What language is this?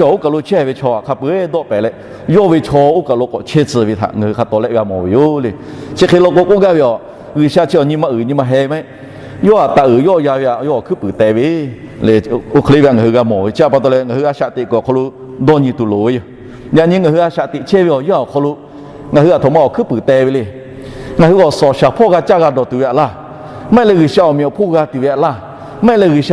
Lahu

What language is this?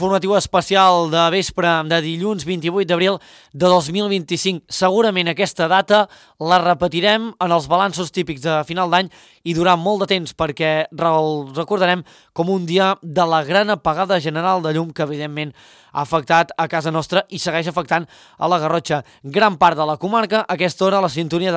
Catalan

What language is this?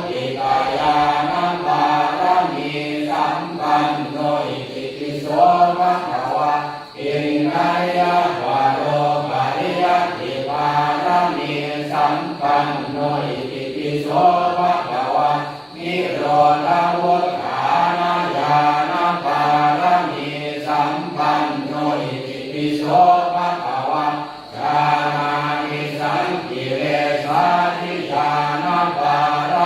Pali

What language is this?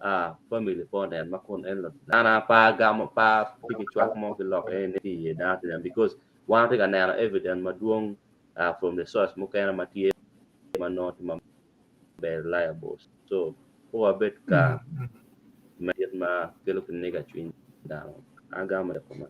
Acoli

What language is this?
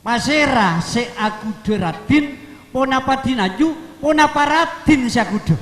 Madurese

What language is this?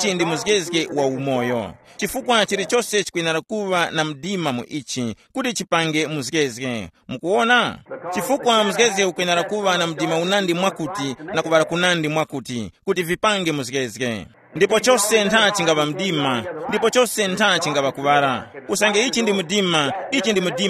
Tumbuka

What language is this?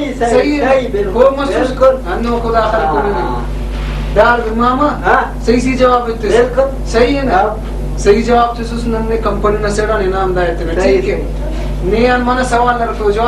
Brahui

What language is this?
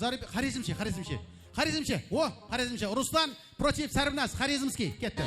Kara-Kalpak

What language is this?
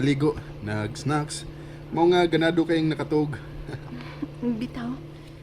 Cebuano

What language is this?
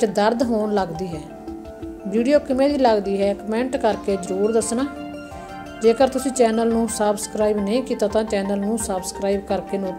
Punjabi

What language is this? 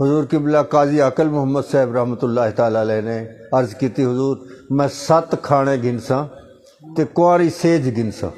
Saraiki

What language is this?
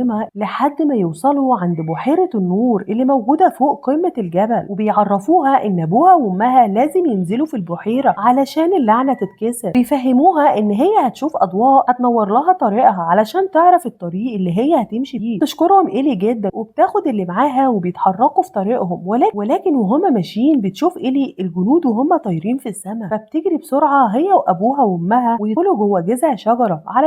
Egyptian Arabic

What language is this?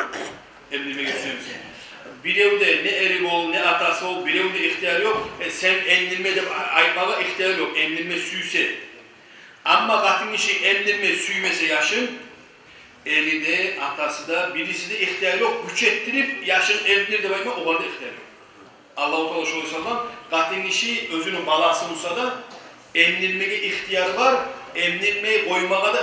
Kumyk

